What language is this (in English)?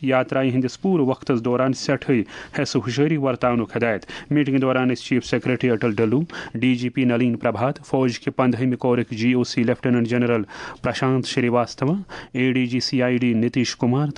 Kashmiri